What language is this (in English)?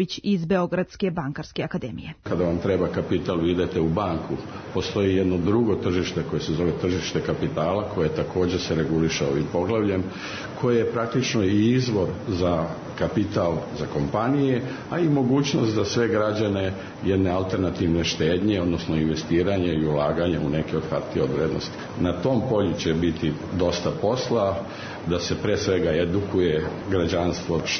Serbian